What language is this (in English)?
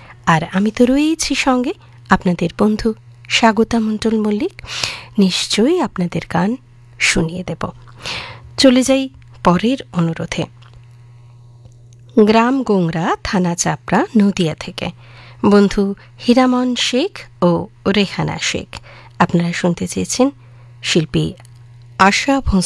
Bangla